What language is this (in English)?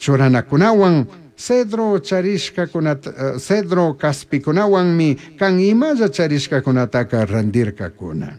Chimborazo Highland Quichua